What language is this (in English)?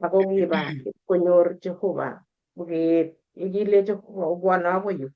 Kalenjin